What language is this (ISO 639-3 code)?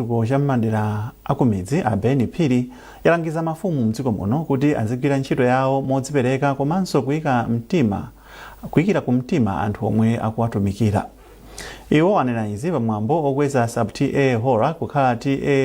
nya